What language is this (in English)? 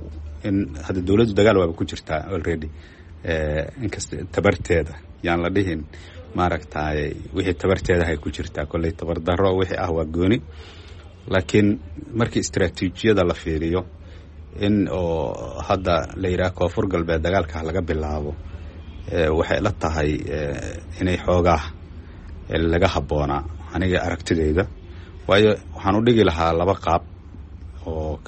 Somali